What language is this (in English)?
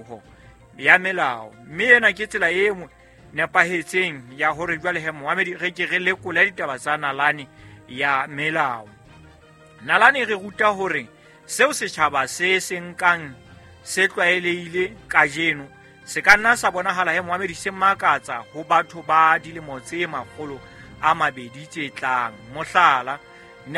Southern Sotho